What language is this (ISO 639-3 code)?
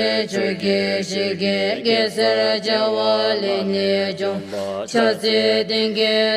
xct